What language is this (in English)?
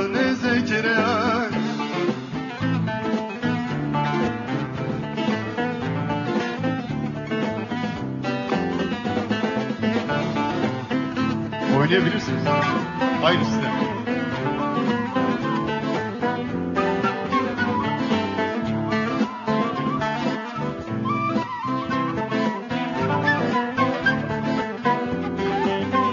Turkish